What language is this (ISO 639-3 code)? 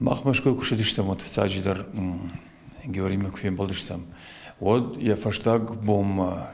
oss